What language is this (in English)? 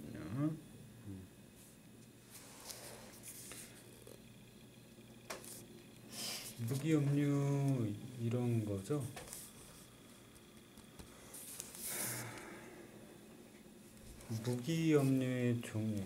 Korean